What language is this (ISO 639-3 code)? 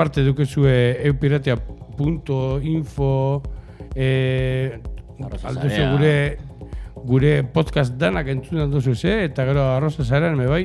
eus